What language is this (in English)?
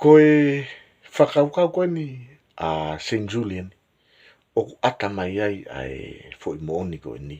Tongan